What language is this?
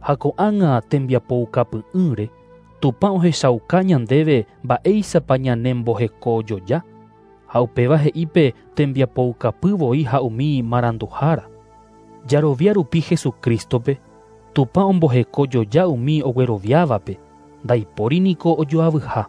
Guarani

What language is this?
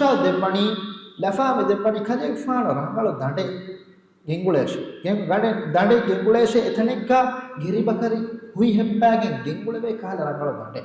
Divehi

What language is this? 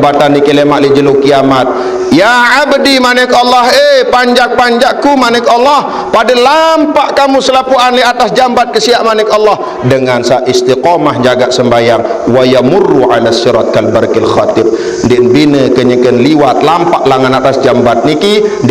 Sasak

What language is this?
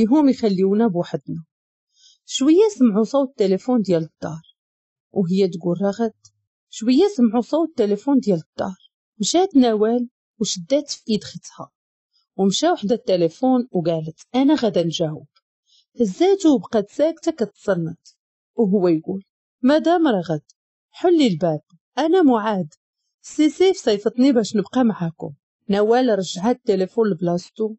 Moroccan Arabic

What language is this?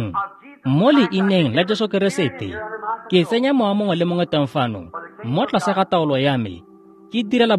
Tswana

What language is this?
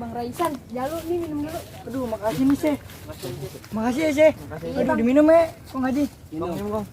Betawi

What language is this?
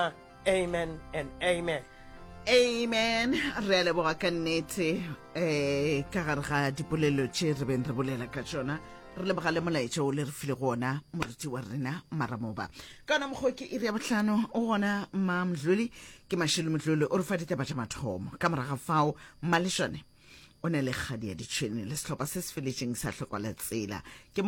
Northern Sotho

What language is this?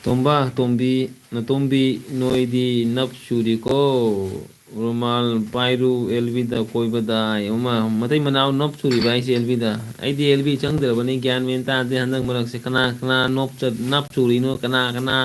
Manipuri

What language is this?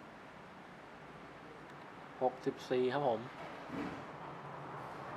Thai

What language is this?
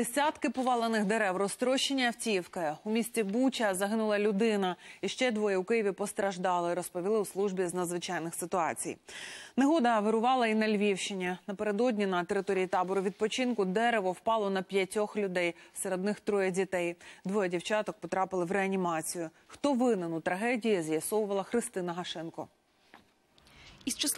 Ukrainian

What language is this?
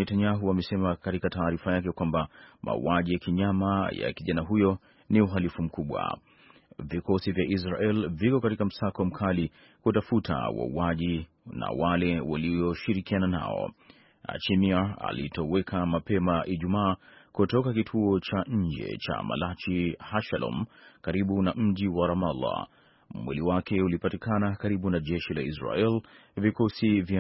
Swahili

